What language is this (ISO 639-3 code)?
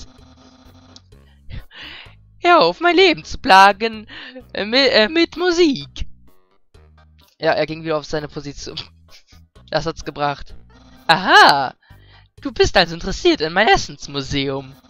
deu